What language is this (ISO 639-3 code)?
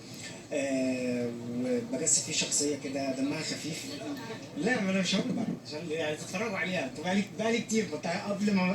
arz